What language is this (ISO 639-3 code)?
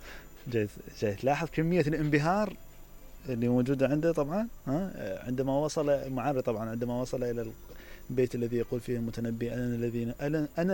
acm